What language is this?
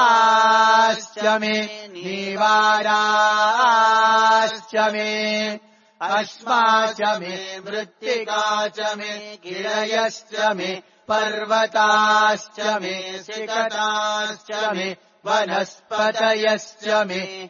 Sanskrit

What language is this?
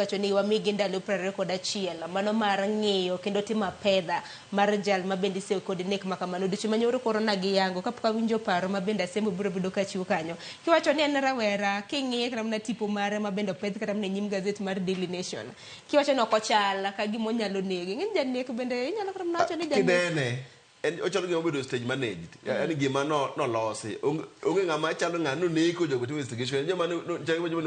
Luo (Kenya and Tanzania)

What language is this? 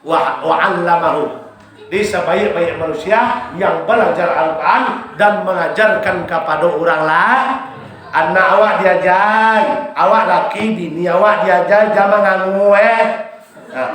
Minangkabau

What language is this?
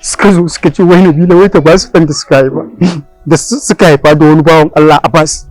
Hausa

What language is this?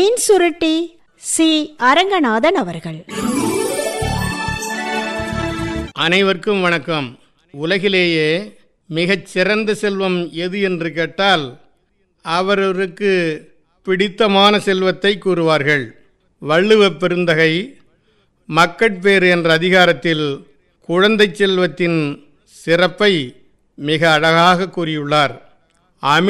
Tamil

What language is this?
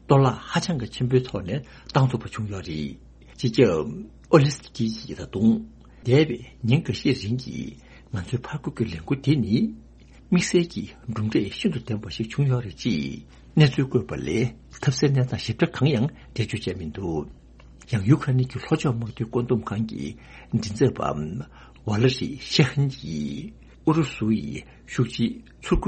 Tibetan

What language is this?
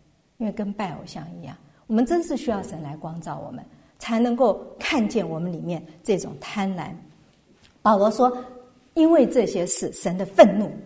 Chinese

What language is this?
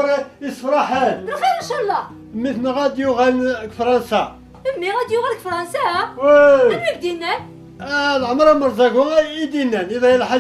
Kabyle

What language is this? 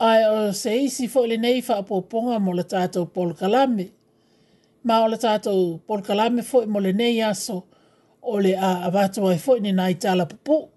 Samoan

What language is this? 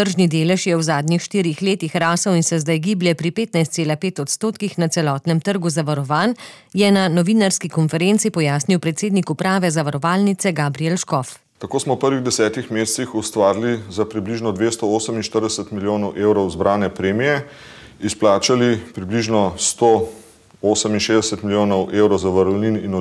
Slovenian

